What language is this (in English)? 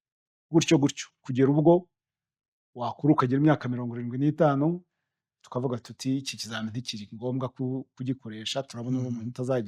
Kinyarwanda